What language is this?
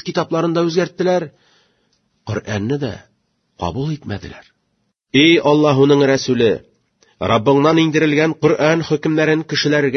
Tatar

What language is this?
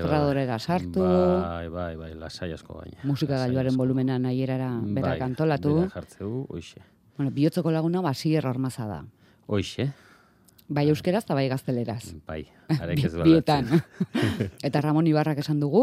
Basque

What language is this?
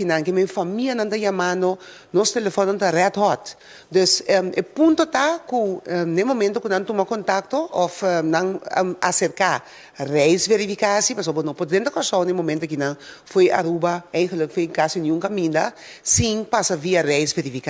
Papiamento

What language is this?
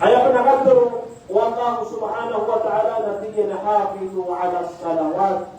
Maranao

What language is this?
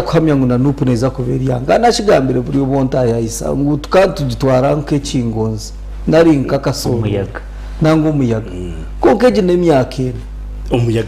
Nyankole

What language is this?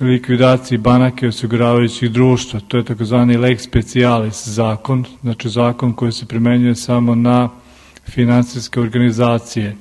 Serbian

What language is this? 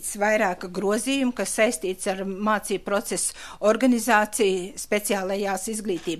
Latvian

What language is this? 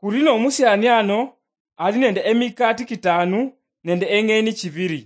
Luyia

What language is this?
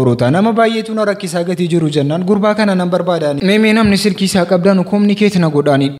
Oromo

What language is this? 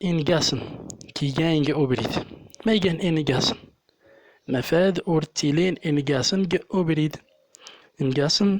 Central Atlas Tamazight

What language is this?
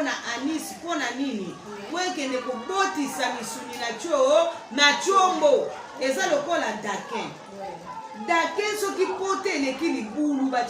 Lingala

